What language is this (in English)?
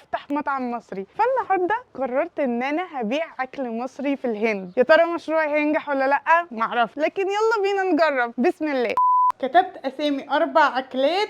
Egyptian Arabic